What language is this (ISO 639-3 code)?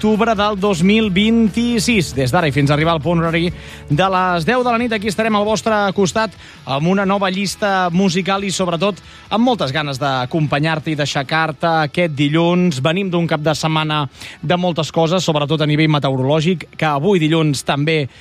cat